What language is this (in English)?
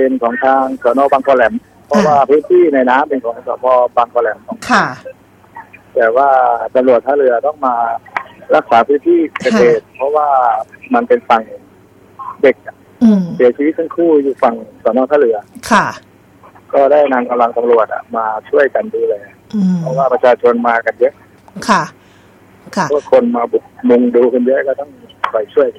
Thai